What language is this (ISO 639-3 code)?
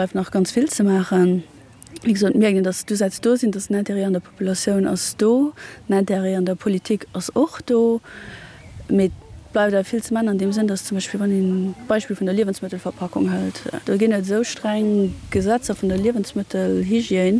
ltz